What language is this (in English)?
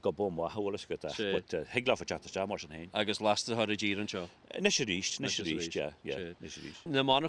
Irish